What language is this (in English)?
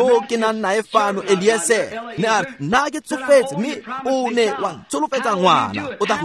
Tswana